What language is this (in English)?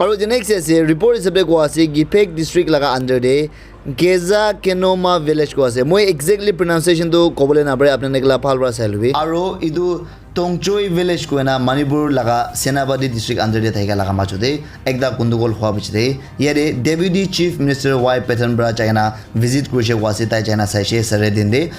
Naga Pidgin